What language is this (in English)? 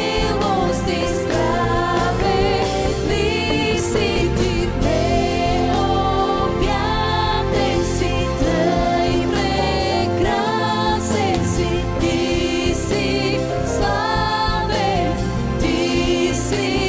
Bulgarian